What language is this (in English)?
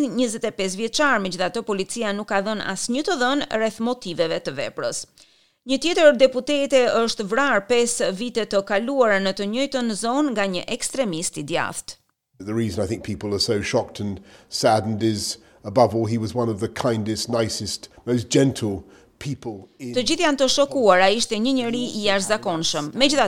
Albanian